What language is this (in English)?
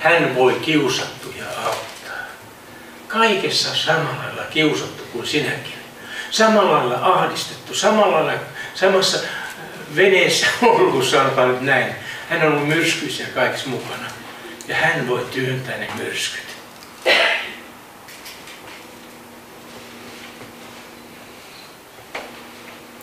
Finnish